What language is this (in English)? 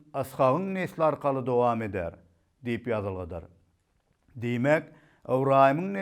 Turkmen